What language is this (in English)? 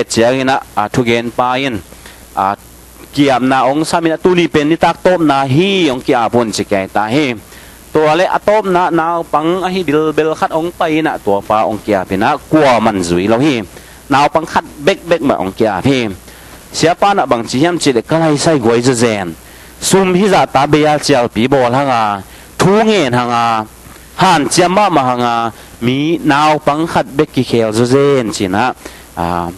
Tedim Chin